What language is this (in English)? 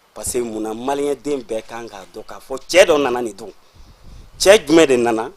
Bambara